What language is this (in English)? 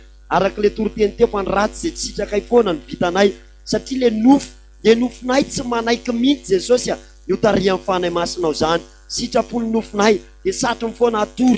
Malagasy